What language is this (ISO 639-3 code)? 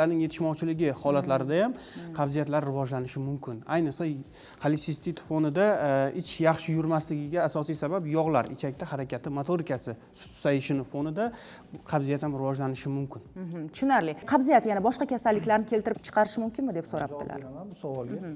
uzb